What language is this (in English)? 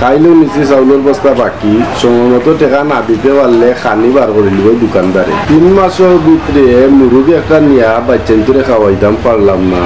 Sylheti